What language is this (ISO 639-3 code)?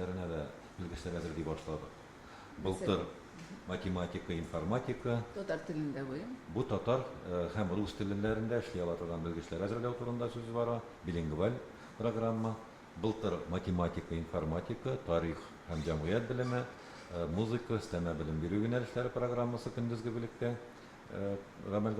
tat